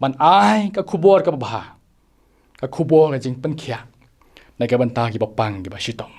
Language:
Khasi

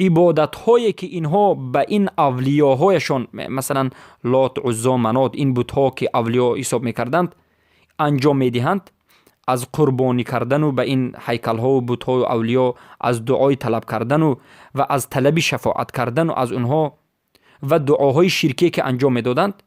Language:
Persian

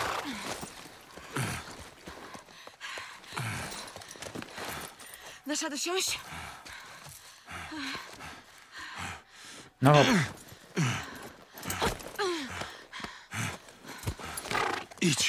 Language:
Polish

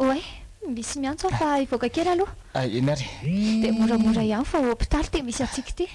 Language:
Malagasy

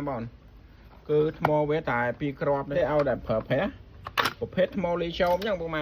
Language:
Khmer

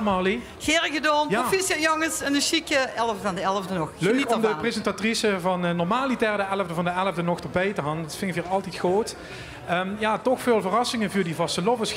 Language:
Limburgish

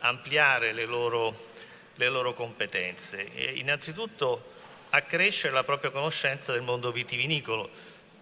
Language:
Italian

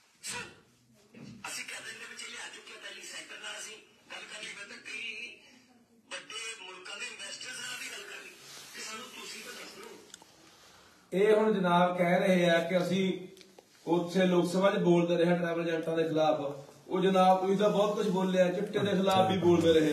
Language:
Punjabi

